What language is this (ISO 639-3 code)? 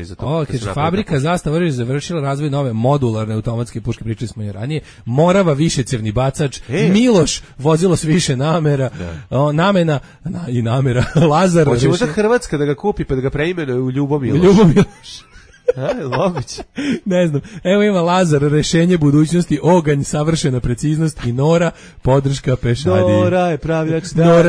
srp